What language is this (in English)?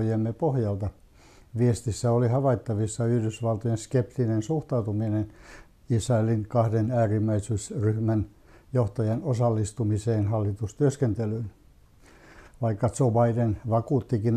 Finnish